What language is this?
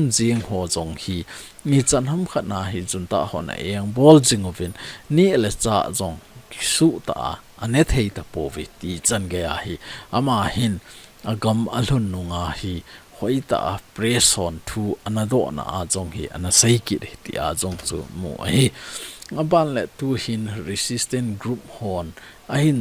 Thado Chin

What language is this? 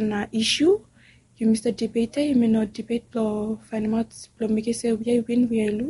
Bislama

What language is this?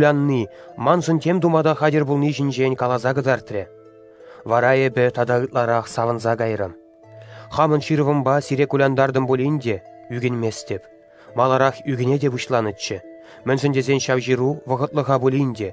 Chuvash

